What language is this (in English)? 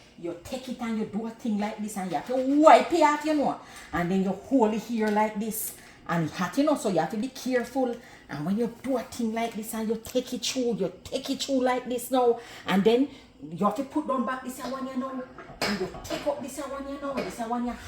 Jamaican Creole English